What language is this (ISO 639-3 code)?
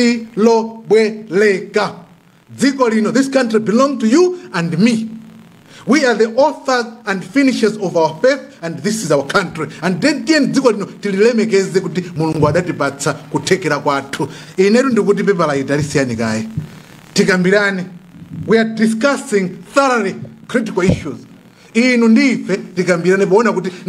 nya